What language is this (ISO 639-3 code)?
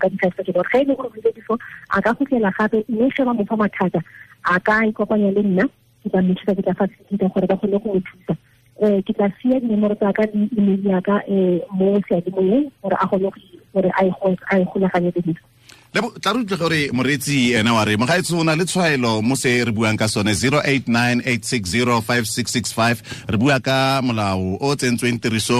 tsn